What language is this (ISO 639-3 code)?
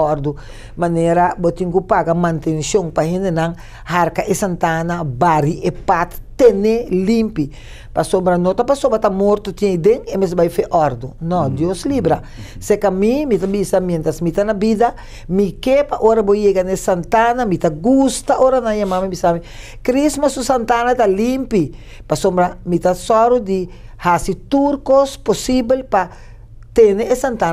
pap